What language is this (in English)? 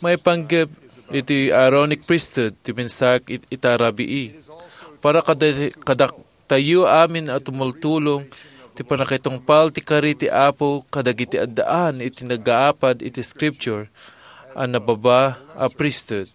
Iloko